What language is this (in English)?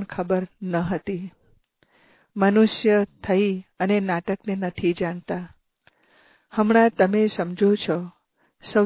Gujarati